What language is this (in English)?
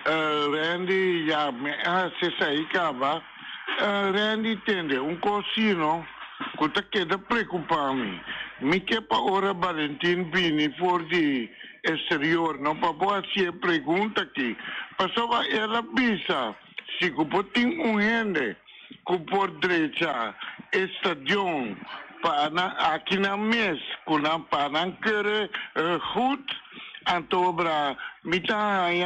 Papiamento